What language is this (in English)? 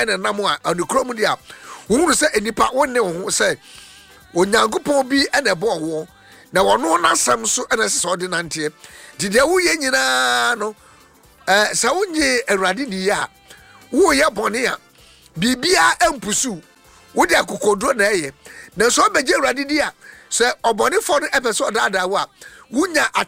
Akan